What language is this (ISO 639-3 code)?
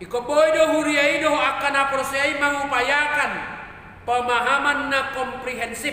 bbc